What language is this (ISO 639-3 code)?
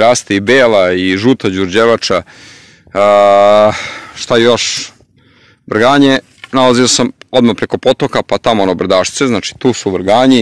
srp